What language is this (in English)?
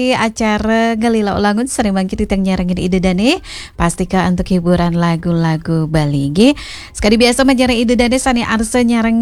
Balinese